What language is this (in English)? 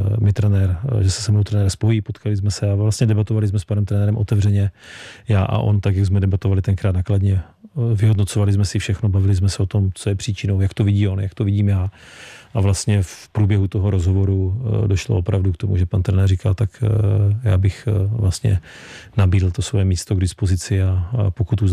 Czech